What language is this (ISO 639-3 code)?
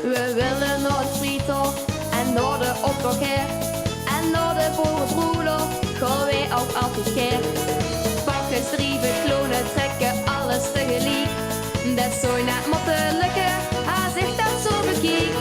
lim